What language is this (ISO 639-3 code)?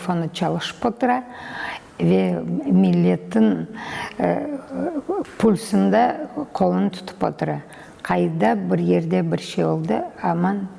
crh